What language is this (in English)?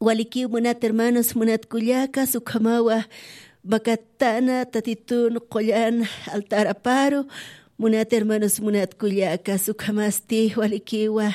Aymara